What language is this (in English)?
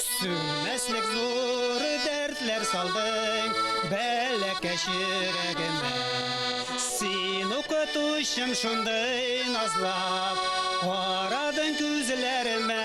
Bashkir